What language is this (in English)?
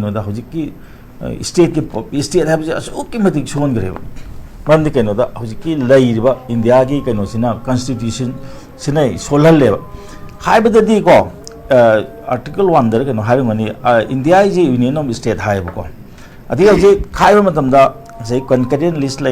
Manipuri